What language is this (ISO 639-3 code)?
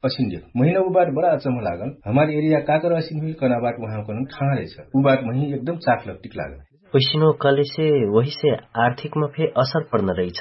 thl